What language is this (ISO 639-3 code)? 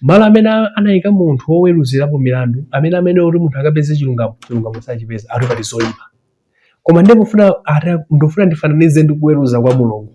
nya